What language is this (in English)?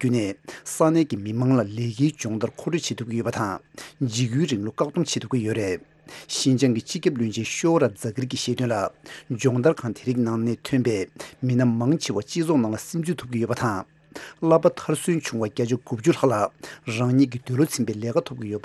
Tibetan